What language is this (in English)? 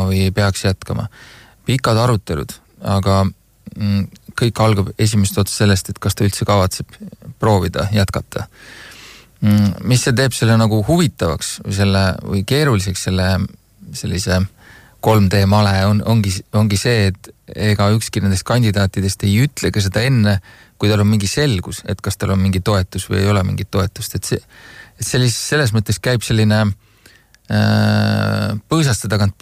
Estonian